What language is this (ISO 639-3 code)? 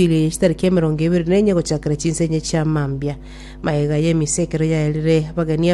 guz